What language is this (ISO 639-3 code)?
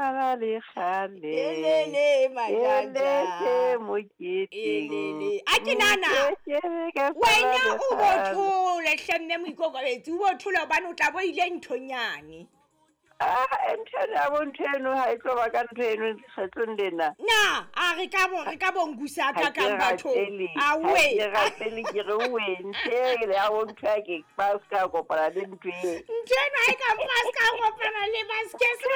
sot